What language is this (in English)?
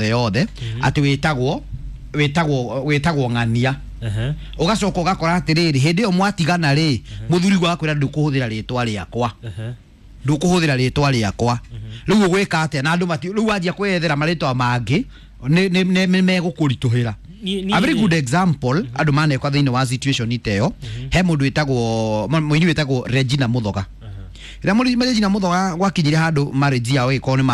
Kikuyu